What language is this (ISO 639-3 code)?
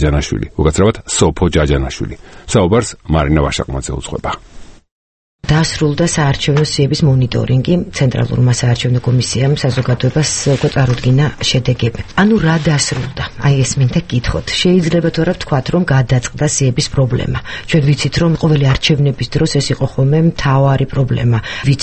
kat